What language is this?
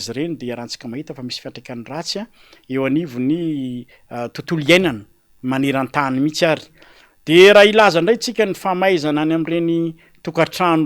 Malagasy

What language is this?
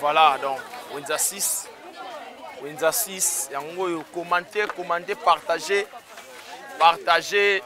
Lingala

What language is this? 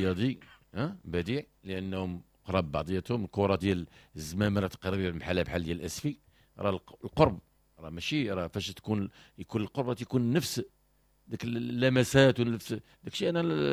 Moroccan Arabic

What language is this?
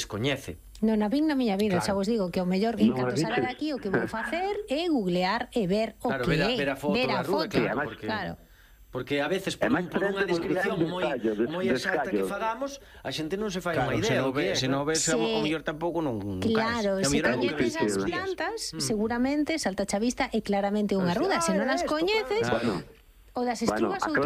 Galician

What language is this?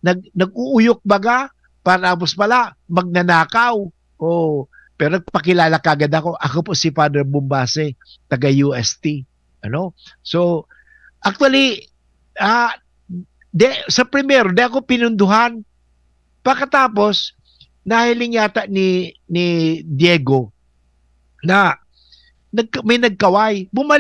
Bikol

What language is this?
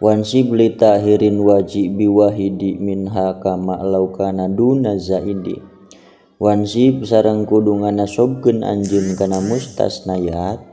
Sundanese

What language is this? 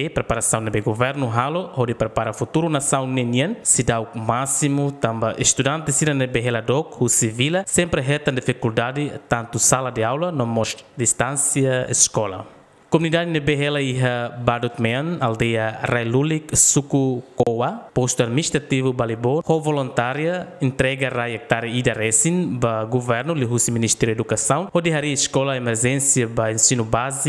Tetum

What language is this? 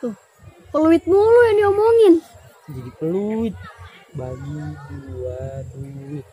Betawi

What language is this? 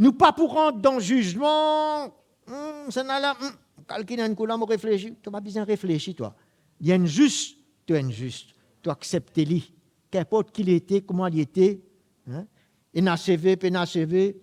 Morisyen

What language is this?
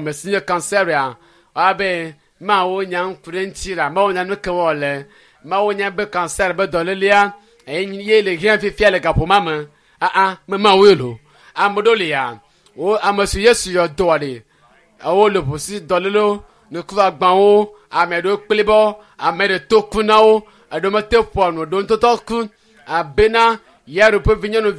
Ewe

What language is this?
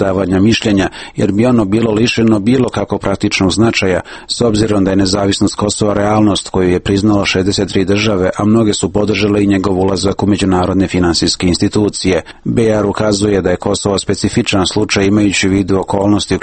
Serbian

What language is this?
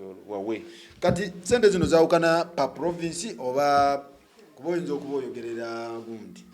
Ganda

